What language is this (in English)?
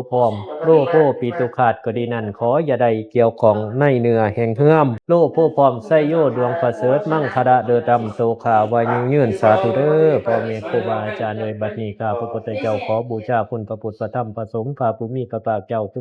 Pali